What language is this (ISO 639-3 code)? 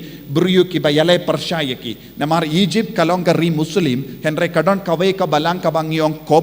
kha